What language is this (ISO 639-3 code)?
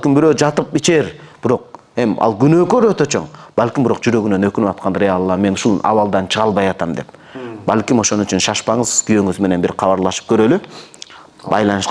kir